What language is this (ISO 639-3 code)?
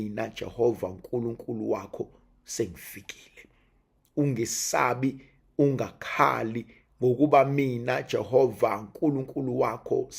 zul